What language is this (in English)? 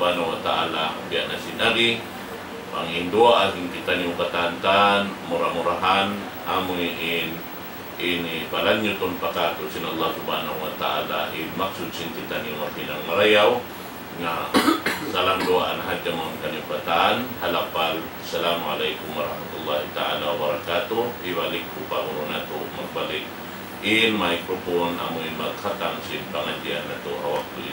Tausug